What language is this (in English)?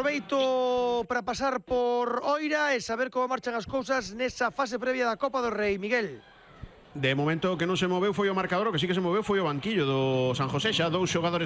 Galician